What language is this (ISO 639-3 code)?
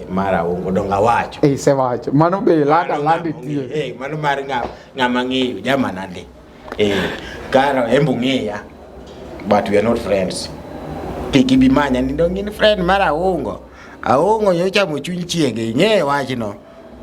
luo